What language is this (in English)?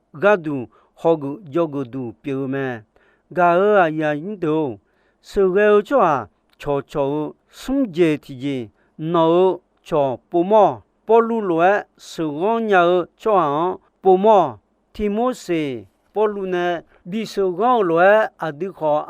Akha